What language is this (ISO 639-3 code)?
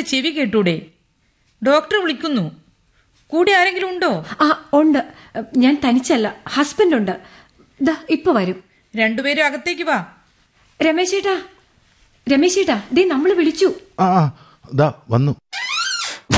mal